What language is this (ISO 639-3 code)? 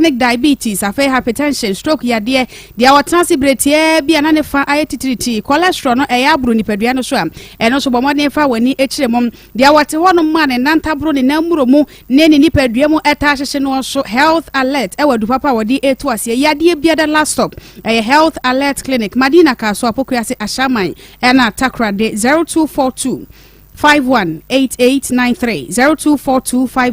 aka